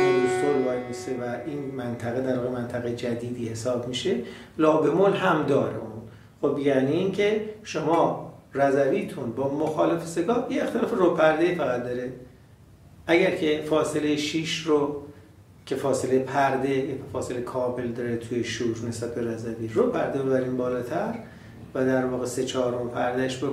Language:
Persian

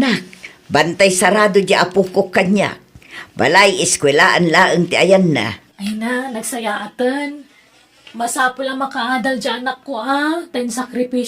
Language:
Iloko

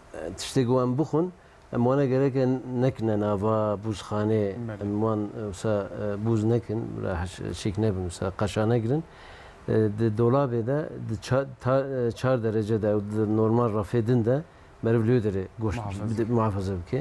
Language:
Kurdish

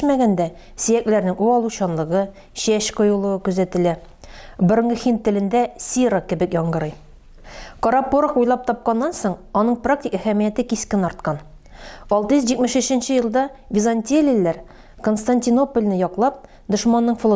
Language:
Tatar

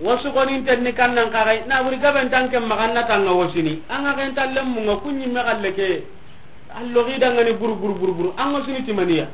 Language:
Soninke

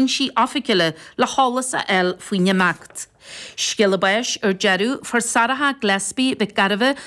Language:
Irish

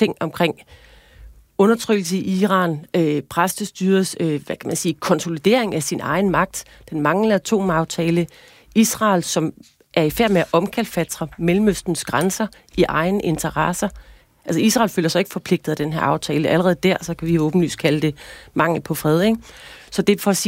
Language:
Danish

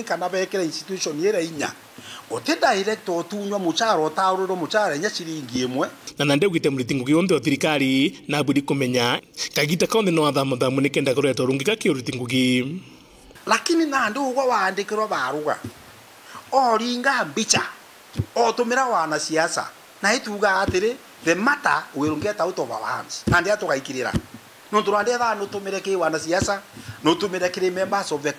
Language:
Meru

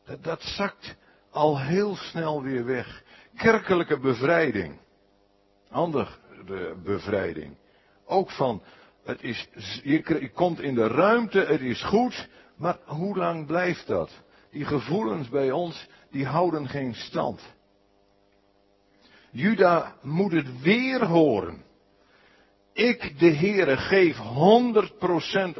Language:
Dutch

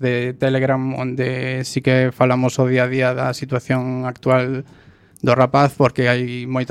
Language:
Galician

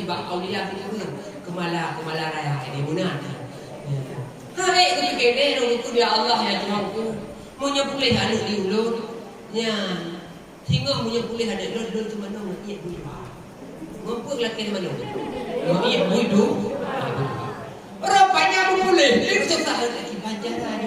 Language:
Achinese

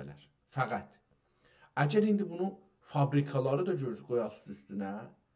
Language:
South Azerbaijani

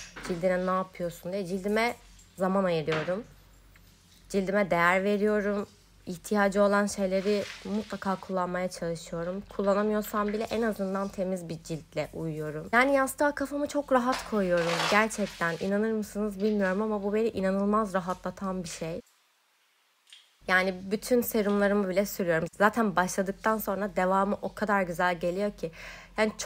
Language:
Turkish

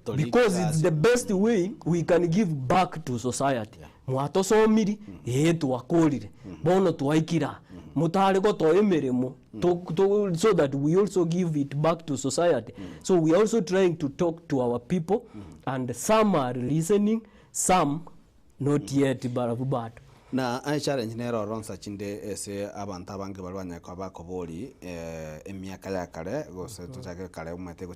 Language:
Gusii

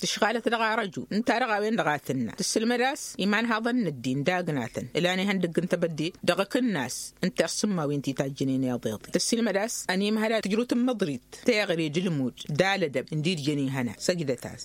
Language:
Tamasheq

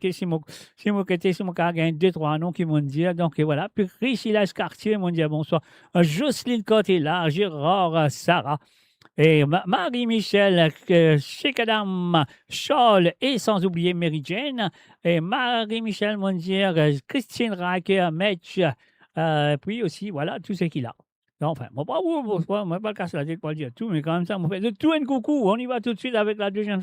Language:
Morisyen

